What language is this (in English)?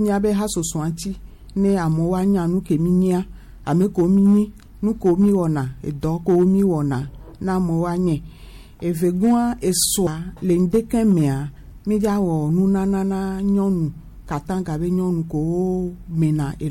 Gen